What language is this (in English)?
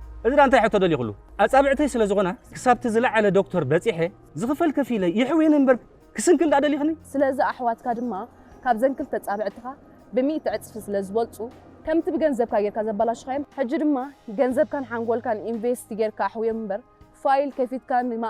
Tigrinya